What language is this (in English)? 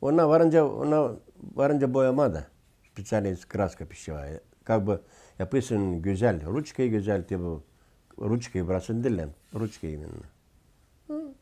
Gagauz